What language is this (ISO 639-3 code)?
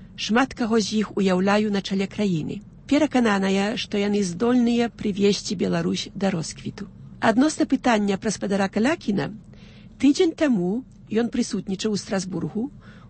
bel